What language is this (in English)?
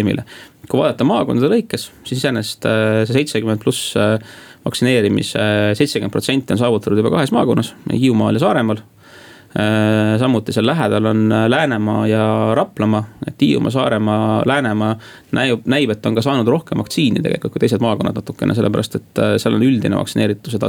Estonian